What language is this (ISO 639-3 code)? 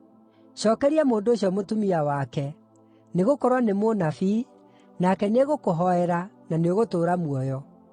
kik